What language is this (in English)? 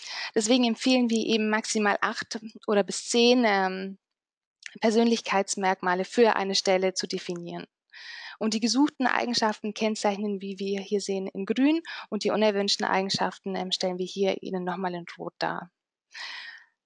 German